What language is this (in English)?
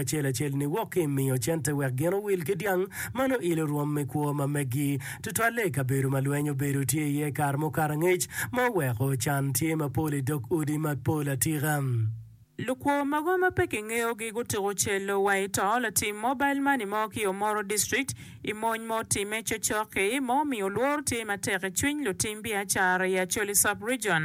Acoli